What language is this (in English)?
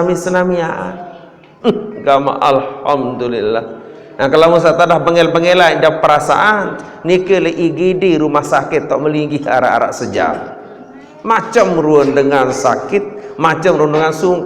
Sasak